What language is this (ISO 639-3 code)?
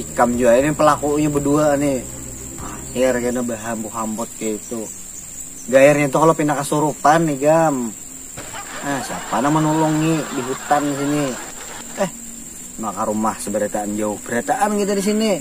bjn